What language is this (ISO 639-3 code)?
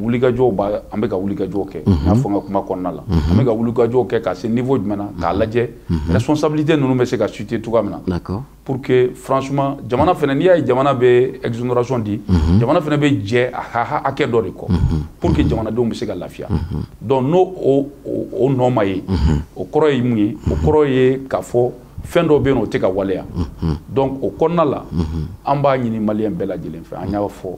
bam